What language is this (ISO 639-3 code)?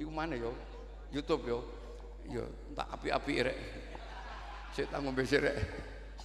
jav